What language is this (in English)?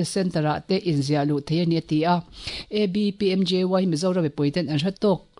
Mizo